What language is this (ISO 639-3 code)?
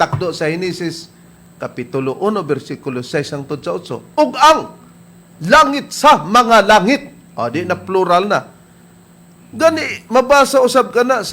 ceb